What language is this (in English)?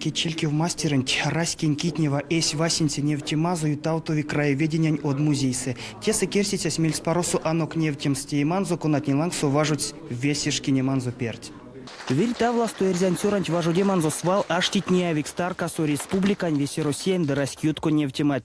Erzya